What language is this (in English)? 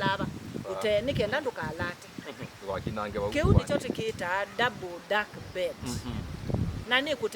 Kamba